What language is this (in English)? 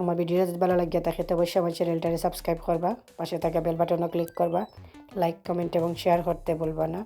Sylheti